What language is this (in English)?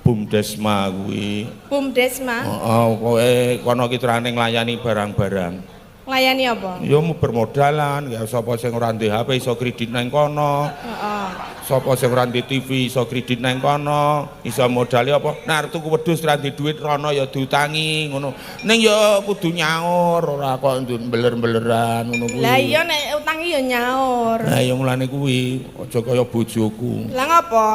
Javanese